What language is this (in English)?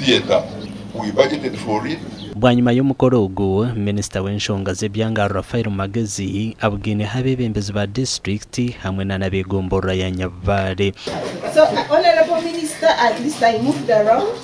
Nyankole